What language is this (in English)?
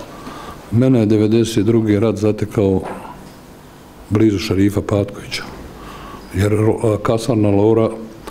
Bosnian